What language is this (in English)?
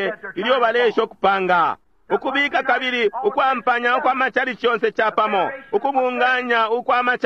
Bemba